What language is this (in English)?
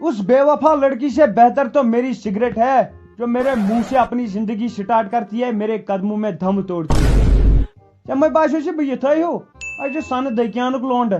Kashmiri